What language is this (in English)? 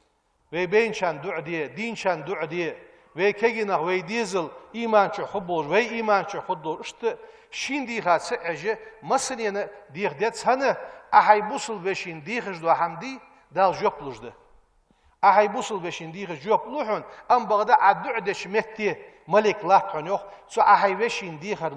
Ingush